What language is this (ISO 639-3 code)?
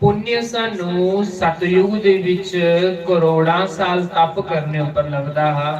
doi